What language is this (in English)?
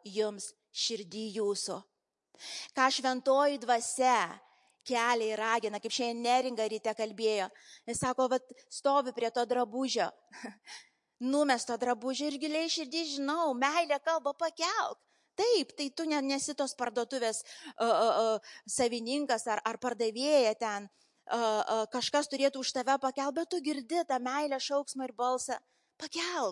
Lithuanian